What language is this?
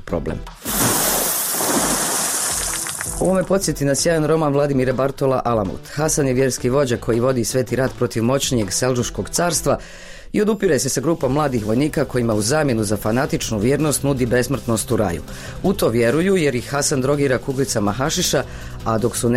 Bosnian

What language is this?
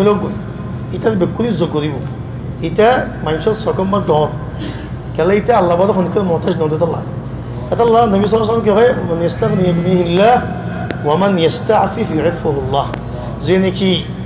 Rohingya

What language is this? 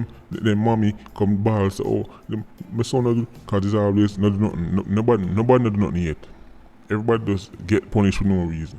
Jamaican Creole English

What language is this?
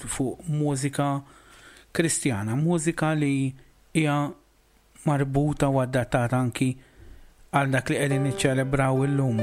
Maltese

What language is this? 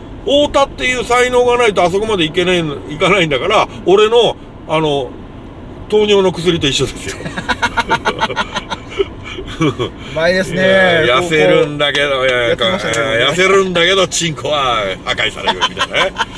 Japanese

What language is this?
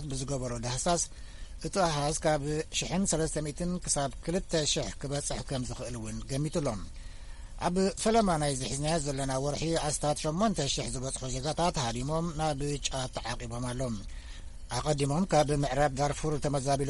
Tigrinya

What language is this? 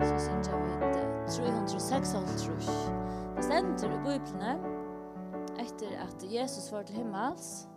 Faroese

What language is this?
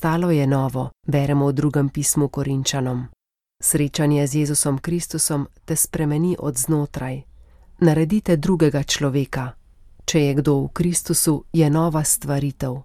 Slovenian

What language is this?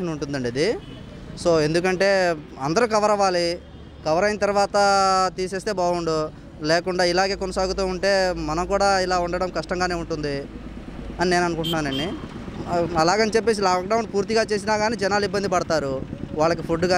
Telugu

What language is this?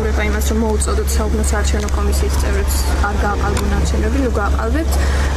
Georgian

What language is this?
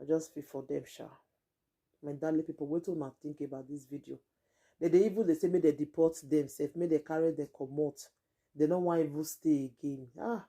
Nigerian Pidgin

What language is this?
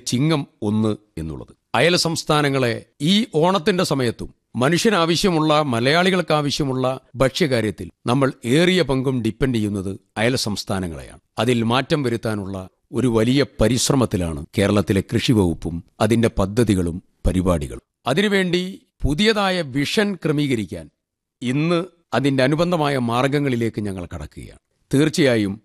Malayalam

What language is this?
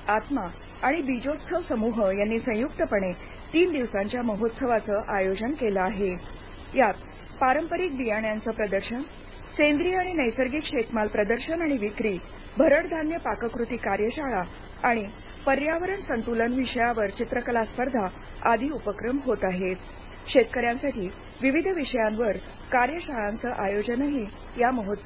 Marathi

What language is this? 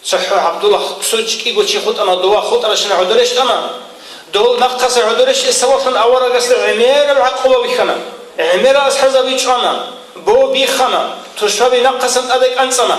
Avaric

